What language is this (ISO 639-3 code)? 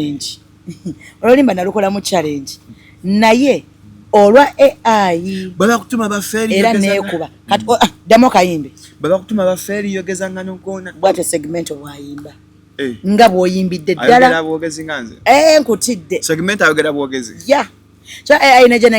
lug